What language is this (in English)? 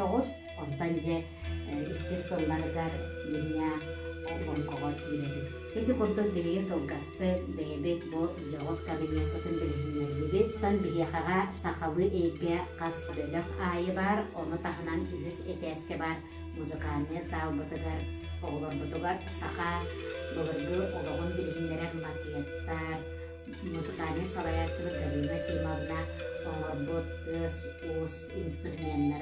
Yakut